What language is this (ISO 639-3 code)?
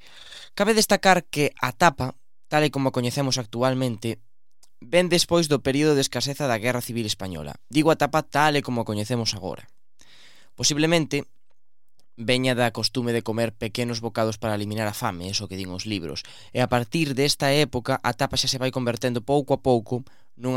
glg